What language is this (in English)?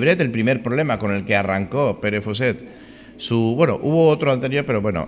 Spanish